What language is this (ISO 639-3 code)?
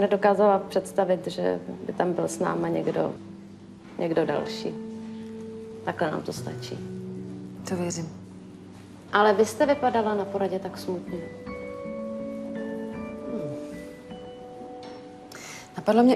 ces